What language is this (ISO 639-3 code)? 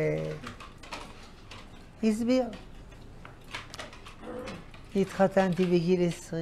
heb